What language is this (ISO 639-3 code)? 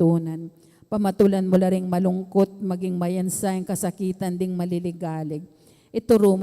pam